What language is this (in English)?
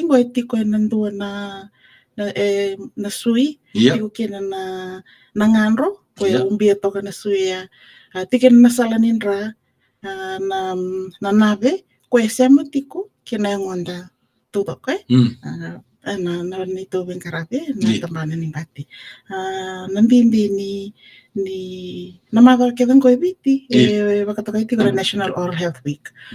Fijian